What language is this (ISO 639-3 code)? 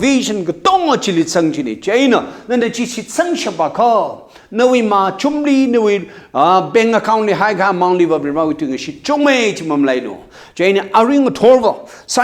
nmf